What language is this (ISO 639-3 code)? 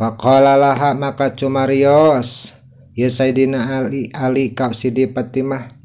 sun